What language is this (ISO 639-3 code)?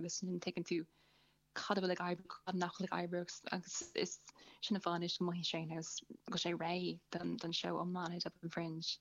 gle